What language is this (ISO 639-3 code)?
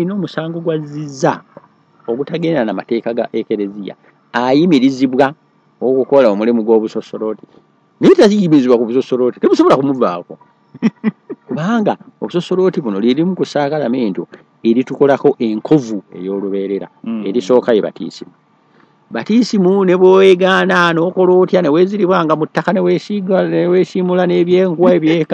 lug